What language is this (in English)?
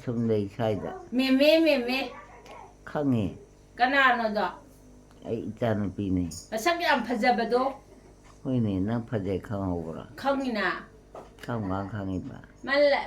Manipuri